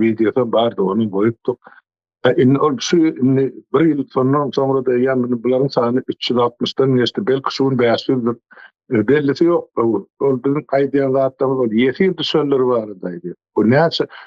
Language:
Turkmen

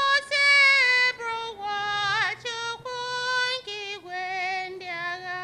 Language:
Igbo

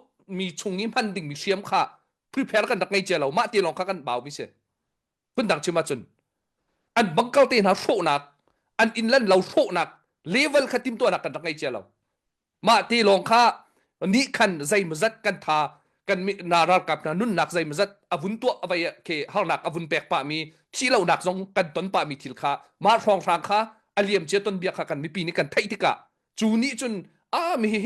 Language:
Hakha Chin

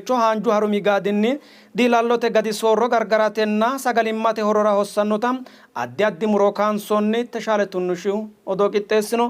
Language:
Sidamo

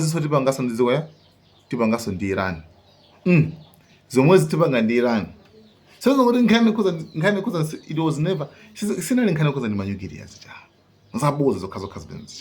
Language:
Nyanja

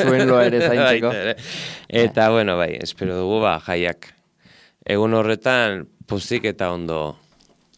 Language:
Basque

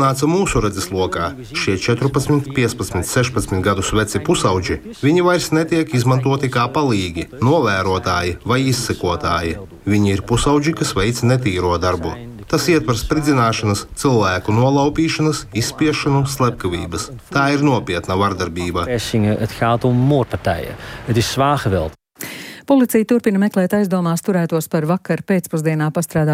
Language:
Latvian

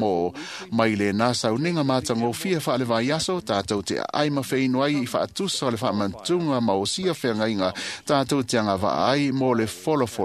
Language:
Samoan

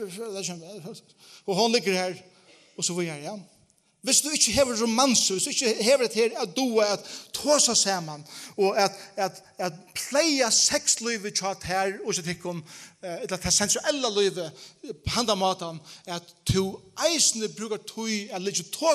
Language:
Faroese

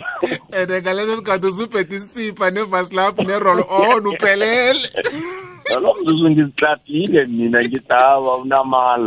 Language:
South Ndebele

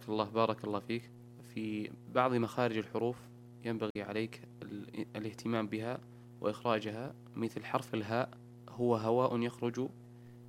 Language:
Najdi Arabic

